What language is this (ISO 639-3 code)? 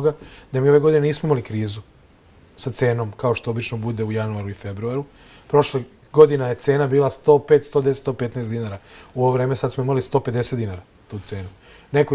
srp